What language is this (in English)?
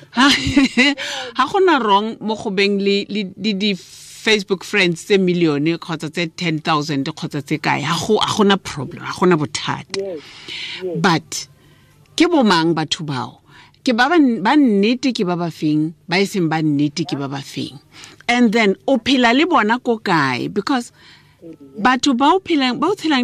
Tswana